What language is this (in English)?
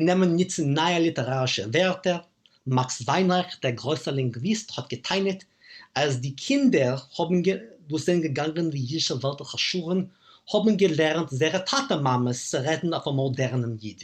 Yiddish